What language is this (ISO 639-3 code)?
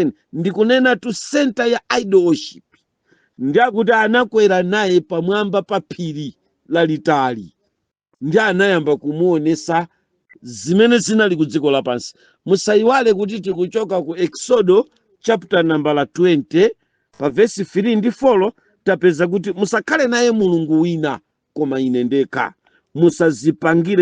nya